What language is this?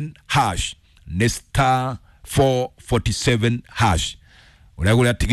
Kikuyu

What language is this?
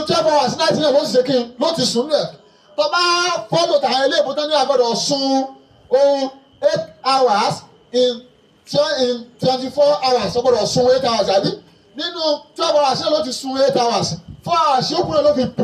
Yoruba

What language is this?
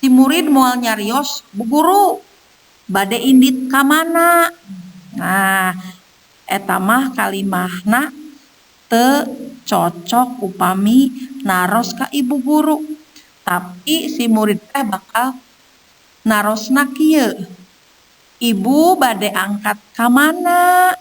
Sundanese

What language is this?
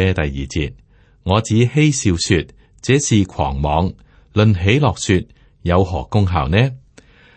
Cantonese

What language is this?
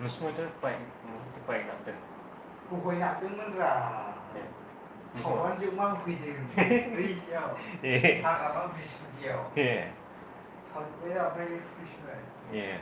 Bodo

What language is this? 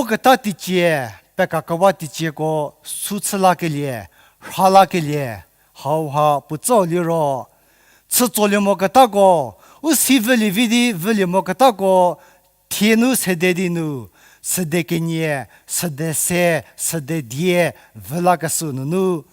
Angami Naga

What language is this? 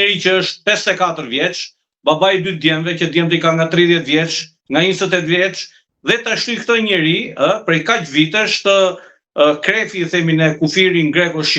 Albanian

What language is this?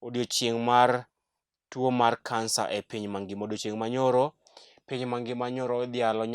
Luo (Kenya and Tanzania)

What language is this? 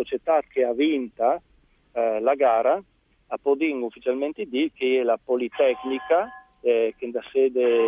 Friulian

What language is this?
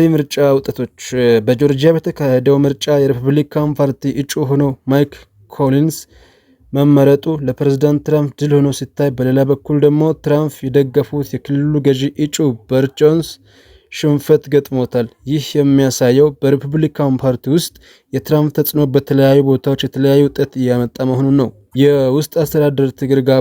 Amharic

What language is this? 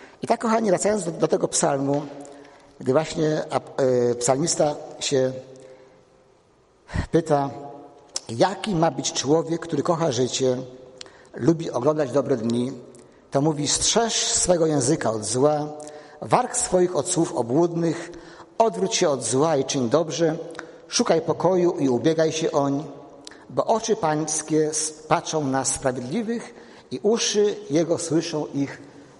Polish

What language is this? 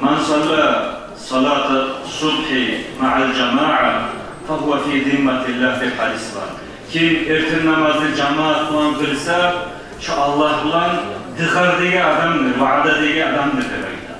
Kumyk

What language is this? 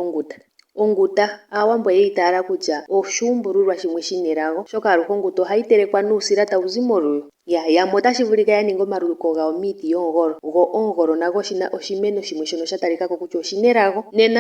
Ndonga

